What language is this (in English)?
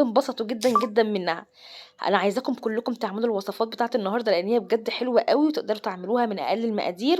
Egyptian Arabic